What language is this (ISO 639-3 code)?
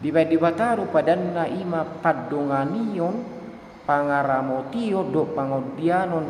bbc